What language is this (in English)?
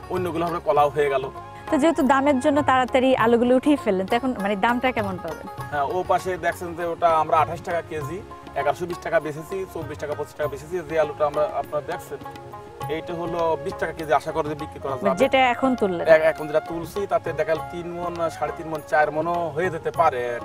Bangla